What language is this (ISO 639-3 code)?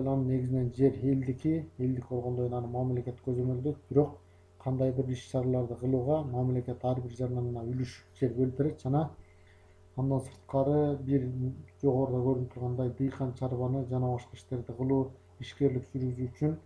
kir